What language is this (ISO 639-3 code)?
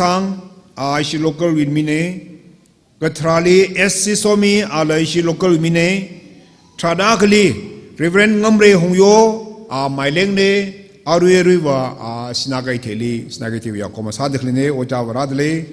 nmf